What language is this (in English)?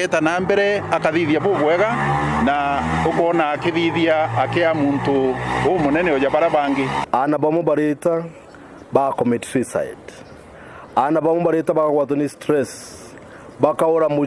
Meru